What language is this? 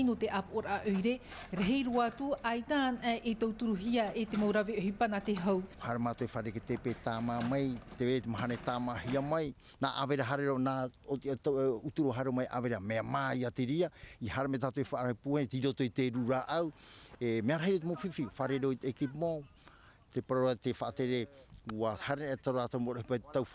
Tahitian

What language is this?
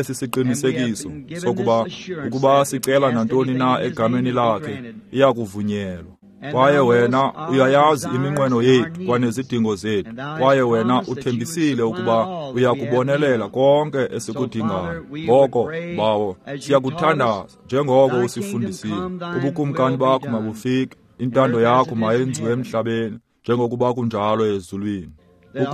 Xhosa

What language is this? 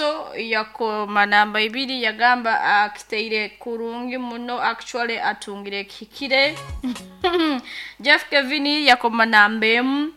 Nyoro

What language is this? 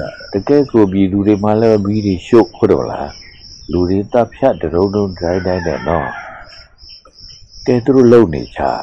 Burmese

